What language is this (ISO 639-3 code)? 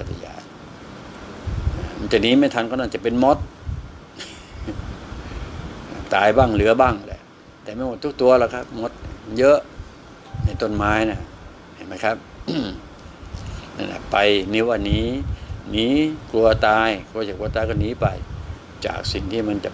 tha